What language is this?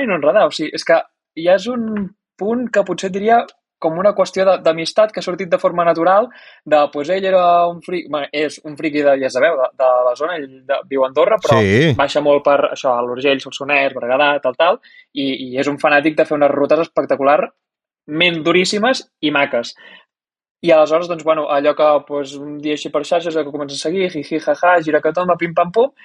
Catalan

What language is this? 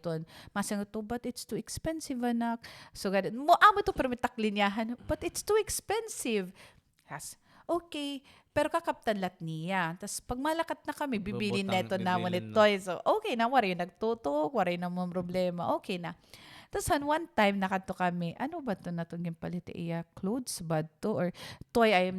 Waray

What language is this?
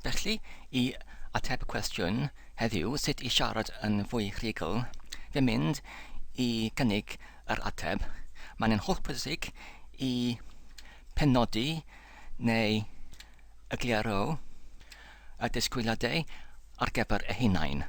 Welsh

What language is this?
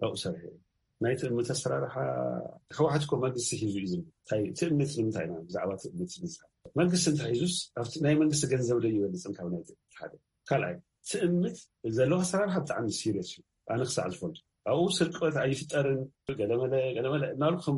Tigrinya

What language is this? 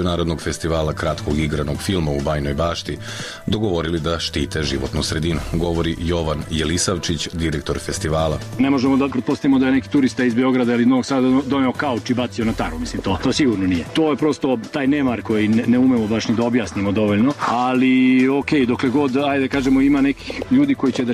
Serbian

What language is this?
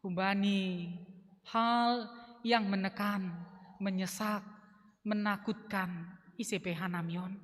Batak Simalungun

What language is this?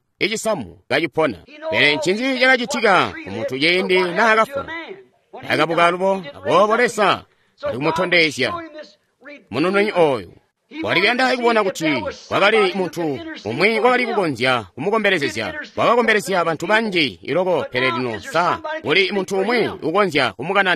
Tonga (Zambia)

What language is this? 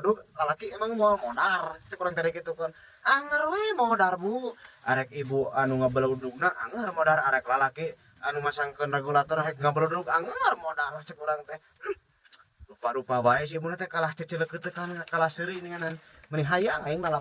Sundanese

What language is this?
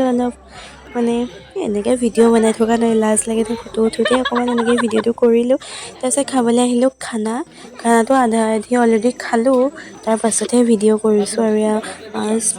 Assamese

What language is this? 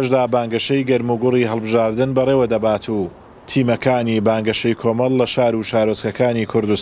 Central Kurdish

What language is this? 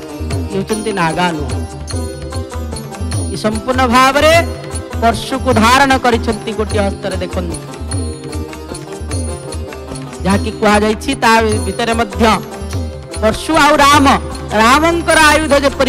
Odia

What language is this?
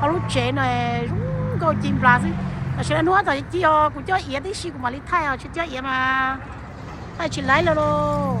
Hmong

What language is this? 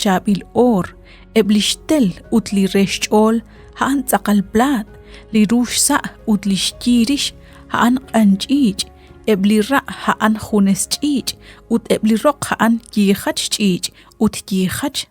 Kekchí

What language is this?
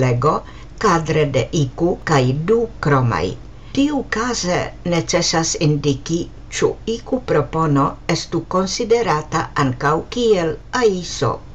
Esperanto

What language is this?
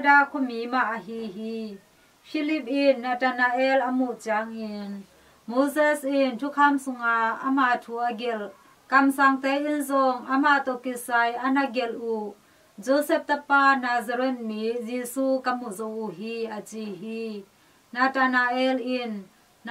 Tedim Chin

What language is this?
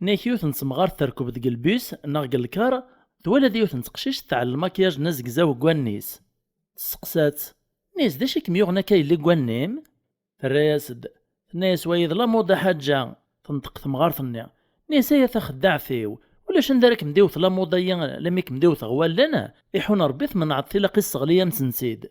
Kabyle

